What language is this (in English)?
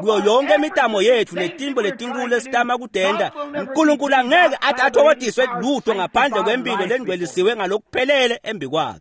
Swati